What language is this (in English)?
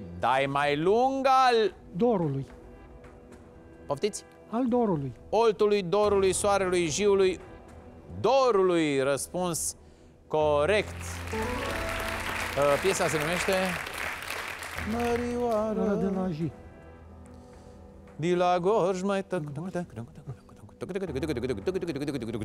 Romanian